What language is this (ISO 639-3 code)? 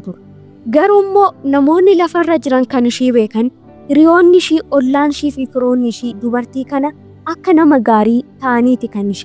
orm